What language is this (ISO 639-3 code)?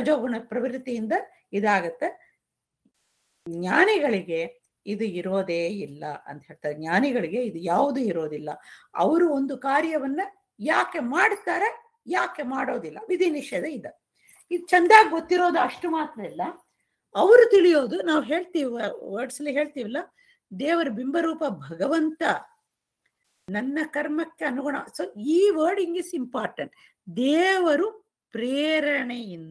kan